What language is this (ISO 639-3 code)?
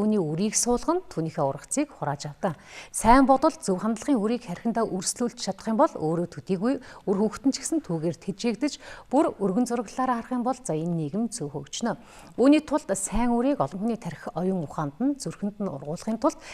mon